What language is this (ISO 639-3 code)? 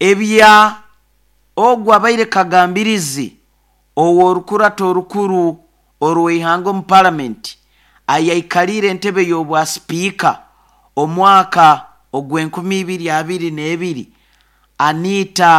nyo